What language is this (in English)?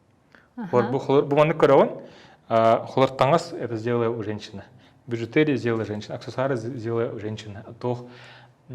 Yakut